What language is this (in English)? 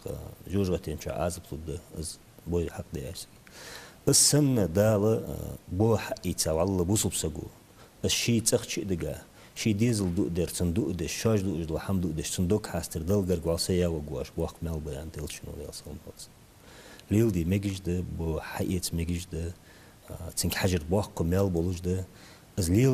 Ingush